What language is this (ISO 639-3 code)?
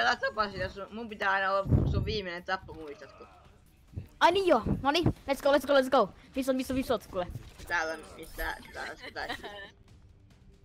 fin